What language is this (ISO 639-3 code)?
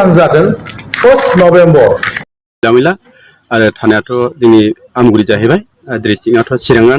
brx